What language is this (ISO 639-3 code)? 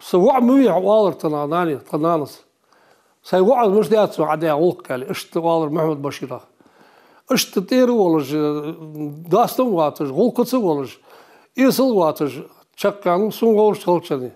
inh